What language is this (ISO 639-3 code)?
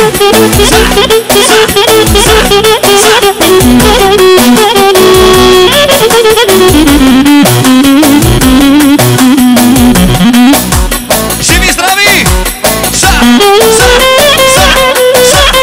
bul